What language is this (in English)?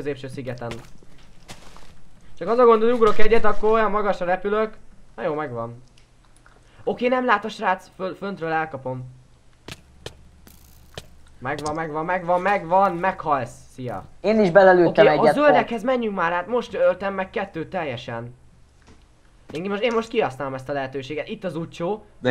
Hungarian